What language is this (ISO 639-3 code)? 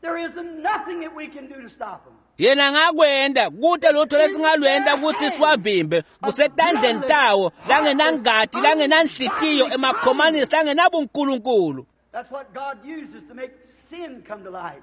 ssw